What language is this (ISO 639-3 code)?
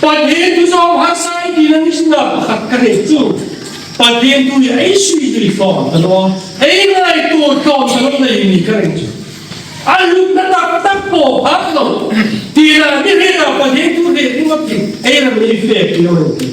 hmr